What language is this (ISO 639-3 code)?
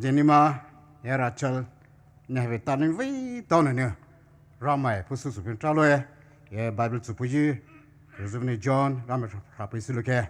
pmx